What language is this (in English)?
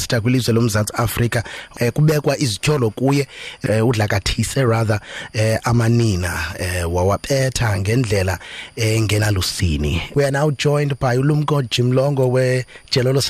Xhosa